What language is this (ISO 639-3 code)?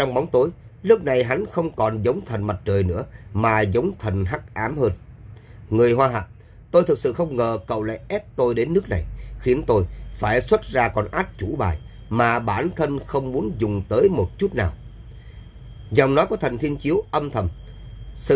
vie